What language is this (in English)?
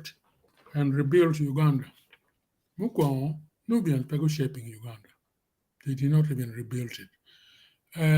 Acoli